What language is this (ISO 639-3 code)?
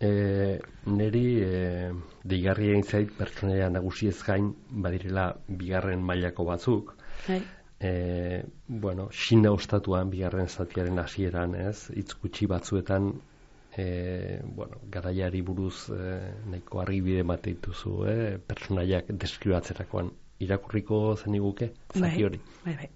eus